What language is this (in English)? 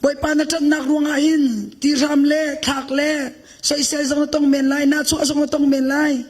Hakha Chin